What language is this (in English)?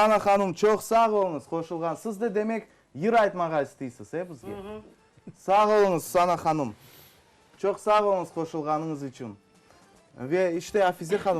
Crimean Tatar